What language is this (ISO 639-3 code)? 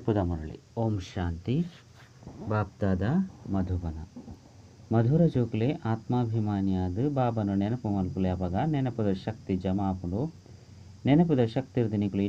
tcy